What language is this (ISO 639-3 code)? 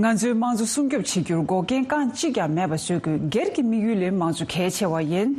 bod